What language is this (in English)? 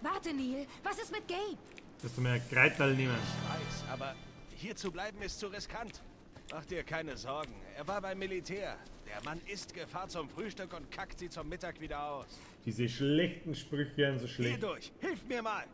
Bavarian